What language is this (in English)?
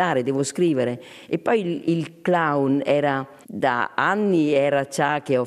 Italian